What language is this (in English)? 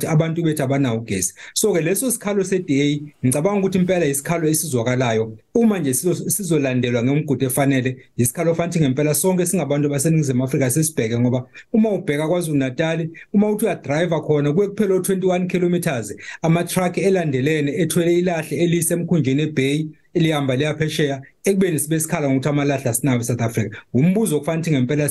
Zulu